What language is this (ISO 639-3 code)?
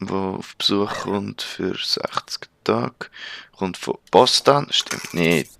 gsw